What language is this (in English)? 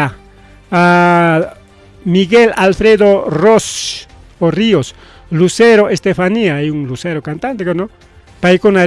Ayacucho Quechua